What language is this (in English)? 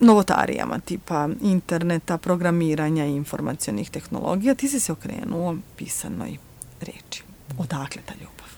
Serbian